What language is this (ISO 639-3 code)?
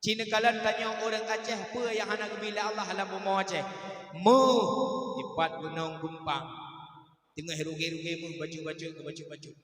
ace